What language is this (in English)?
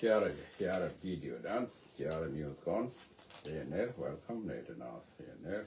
Nuer